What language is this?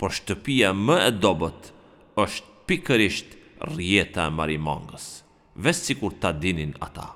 Albanian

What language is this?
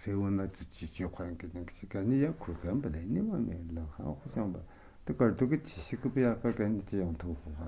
Tu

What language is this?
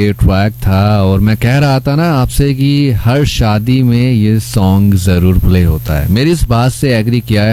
Hindi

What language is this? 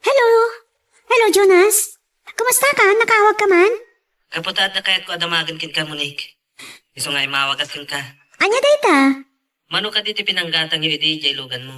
Iloko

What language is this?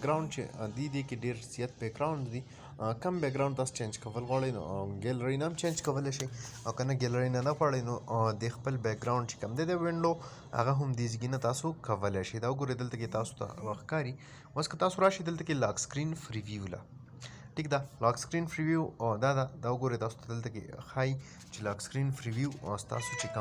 Pashto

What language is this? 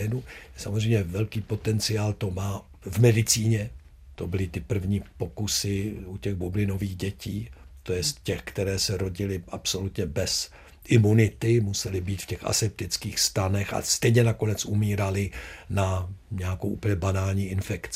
Czech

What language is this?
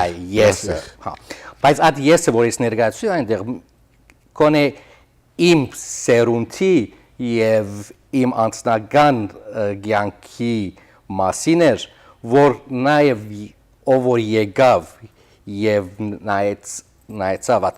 Western Armenian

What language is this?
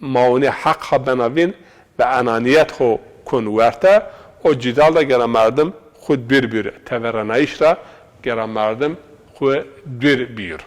Zaza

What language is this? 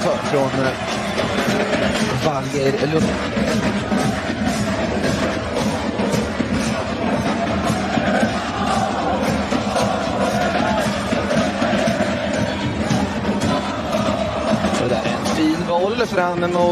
Swedish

